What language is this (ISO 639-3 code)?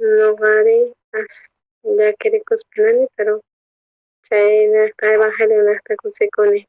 quh